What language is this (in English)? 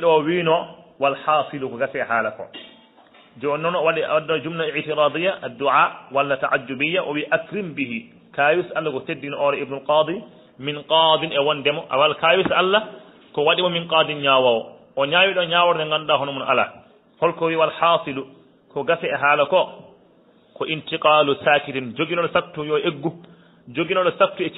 Fula